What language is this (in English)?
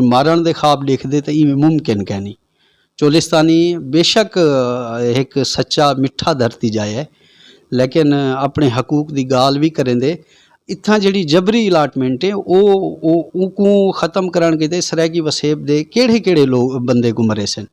Saraiki